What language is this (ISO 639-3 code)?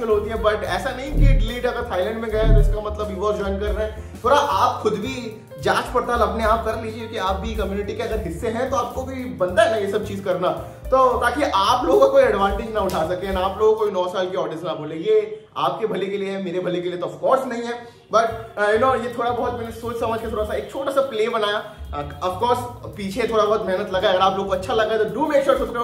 hin